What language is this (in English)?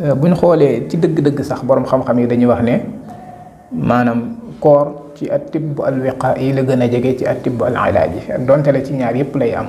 Wolof